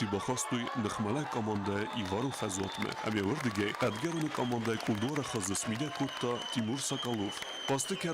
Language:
Ossetic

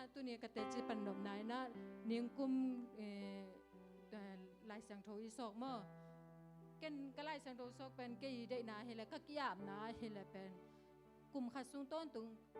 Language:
Tedim Chin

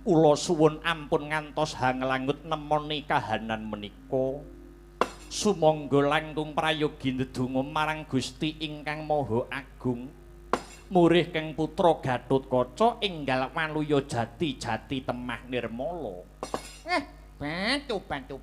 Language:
Javanese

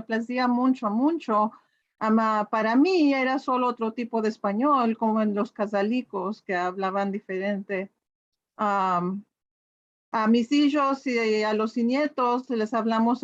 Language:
Ladino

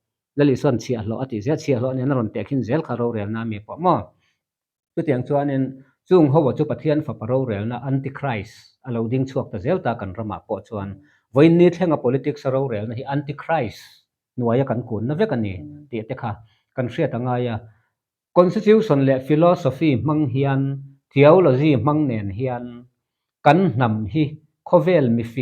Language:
Mizo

